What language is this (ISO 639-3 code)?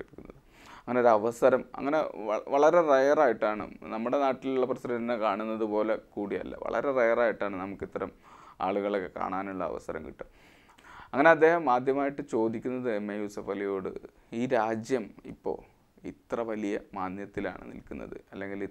mal